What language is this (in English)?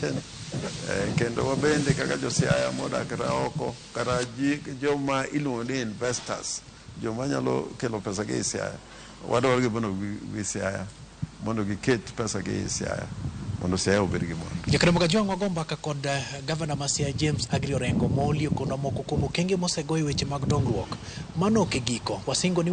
Luo (Kenya and Tanzania)